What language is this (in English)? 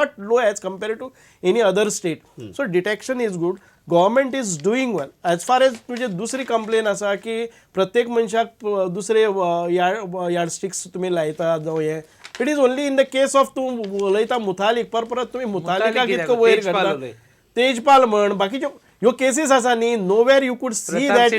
Konkani